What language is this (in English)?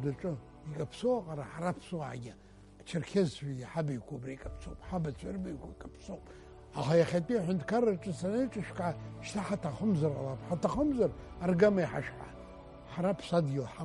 Abkhazian